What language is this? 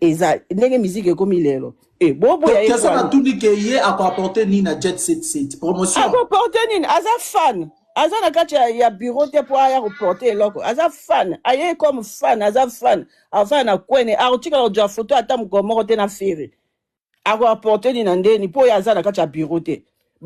Lingala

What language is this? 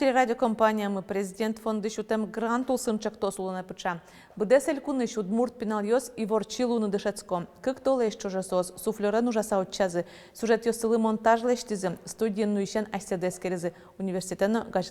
Udmurt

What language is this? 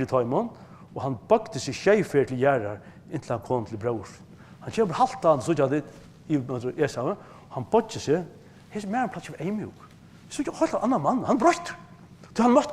Faroese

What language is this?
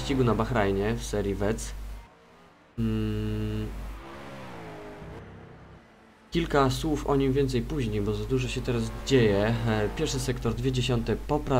Polish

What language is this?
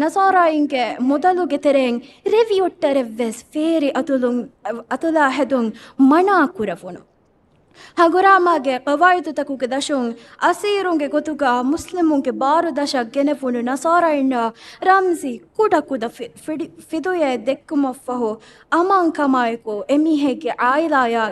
Divehi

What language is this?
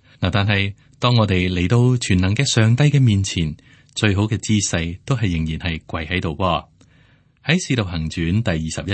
Cantonese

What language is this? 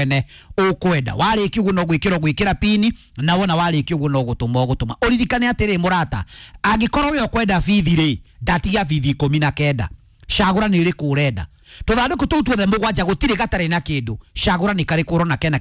Kikuyu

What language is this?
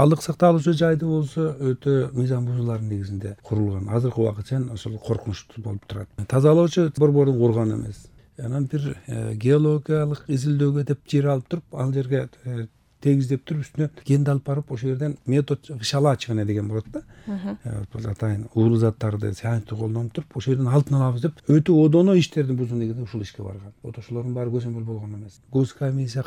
Kyrgyz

